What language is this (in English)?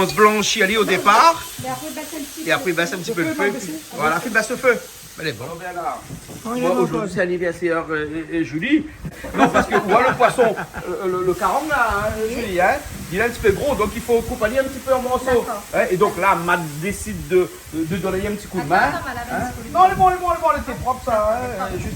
Réunion Creole French